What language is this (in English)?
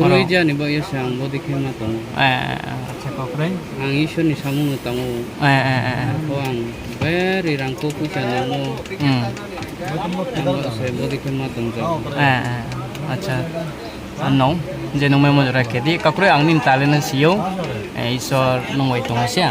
Riang (India)